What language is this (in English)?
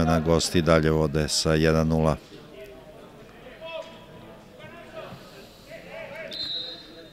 Serbian